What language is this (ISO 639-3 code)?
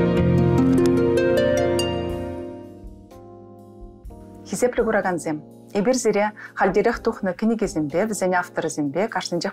chv